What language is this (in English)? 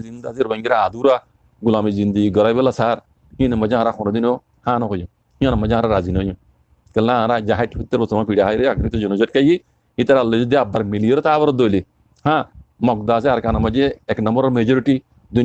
Rohingya